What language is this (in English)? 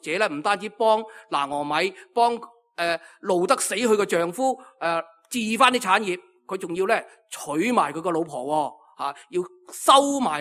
Cantonese